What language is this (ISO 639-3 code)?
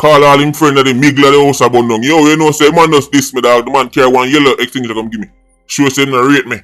jam